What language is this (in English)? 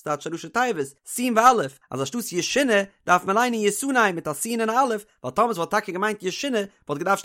Yiddish